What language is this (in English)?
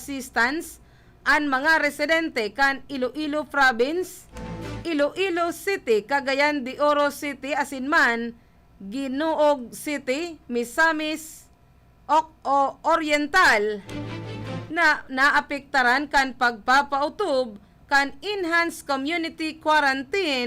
Bikol